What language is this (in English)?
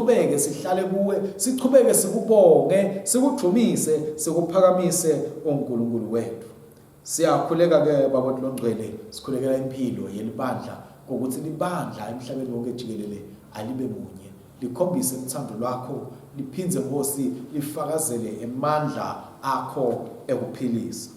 Swati